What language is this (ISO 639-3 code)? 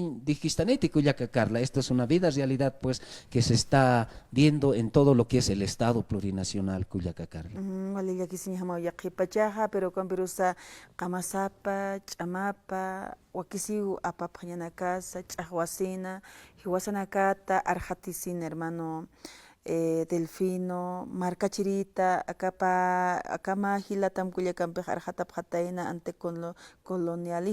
aym